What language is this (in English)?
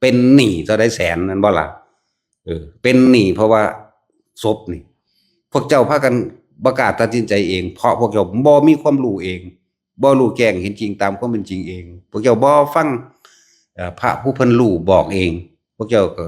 Northeastern Thai